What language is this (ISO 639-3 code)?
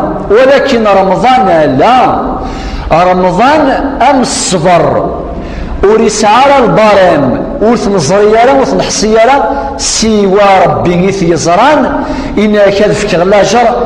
kab